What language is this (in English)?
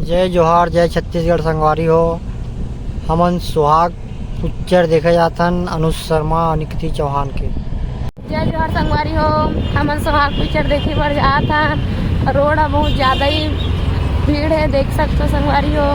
Chhattisgarhi